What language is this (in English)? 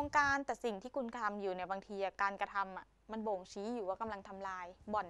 Thai